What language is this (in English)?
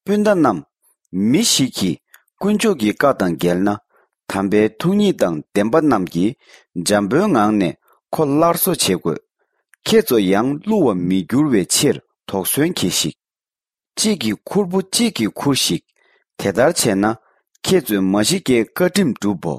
Tibetan